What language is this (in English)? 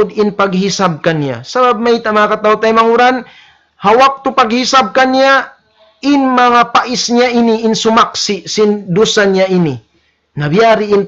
Tausug